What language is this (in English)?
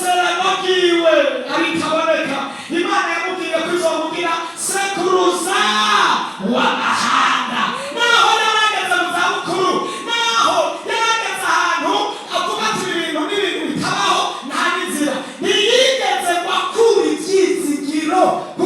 Rundi